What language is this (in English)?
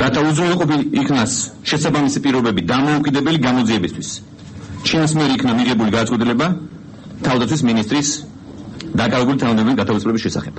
Georgian